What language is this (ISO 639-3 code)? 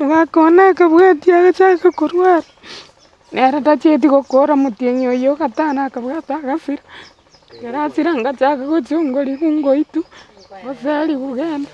guz